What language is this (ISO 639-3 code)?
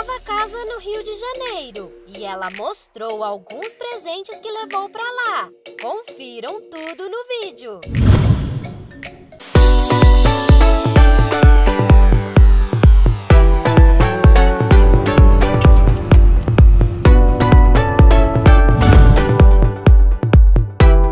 por